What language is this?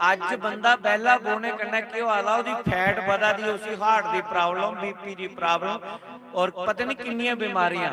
Dogri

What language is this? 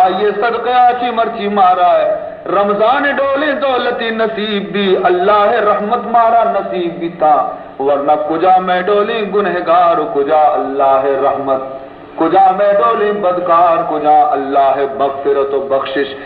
Baluchi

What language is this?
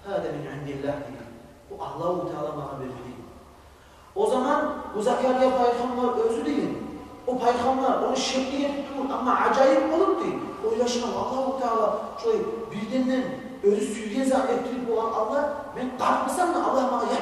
Kumyk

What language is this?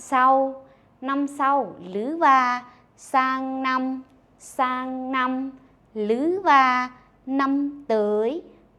Lao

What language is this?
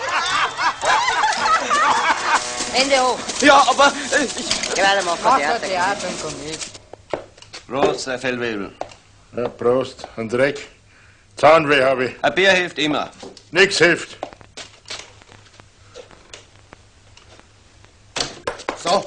German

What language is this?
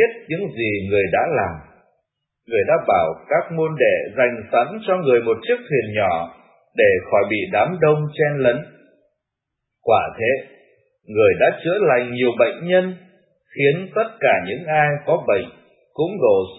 Vietnamese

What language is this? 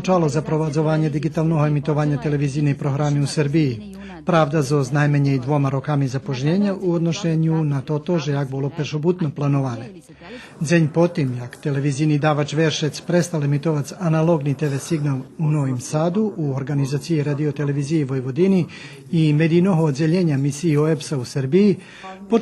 Rusyn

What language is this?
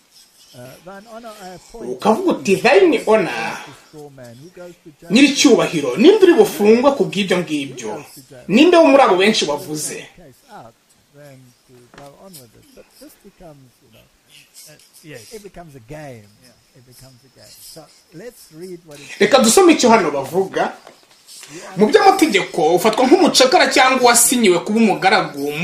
Kinyarwanda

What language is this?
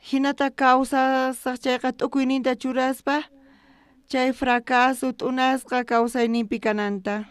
South Bolivian Quechua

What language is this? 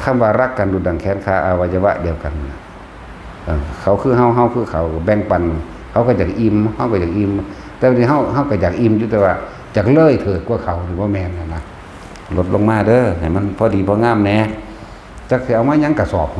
Lao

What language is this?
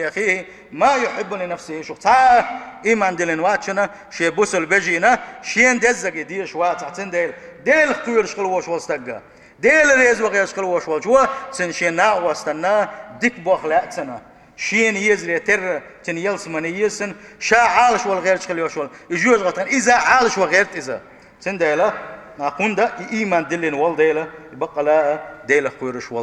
Chechen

